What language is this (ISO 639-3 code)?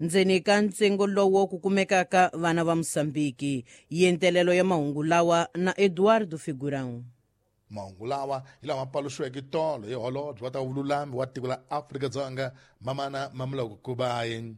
tso